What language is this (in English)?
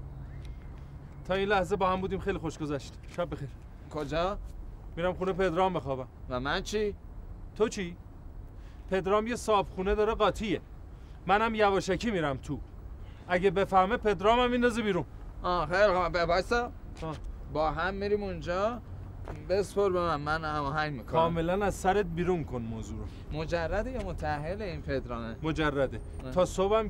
Persian